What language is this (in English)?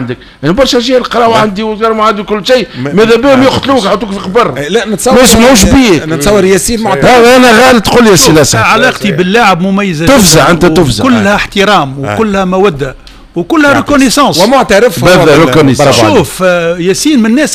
Tunisian Arabic